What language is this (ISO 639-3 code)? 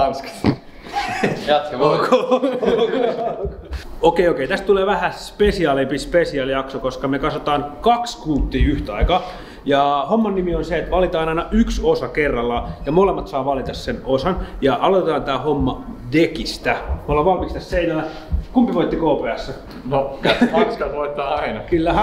fin